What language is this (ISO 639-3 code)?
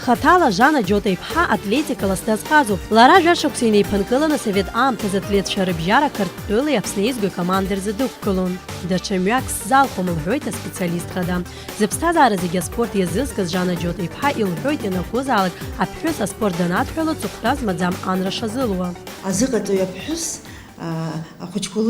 abk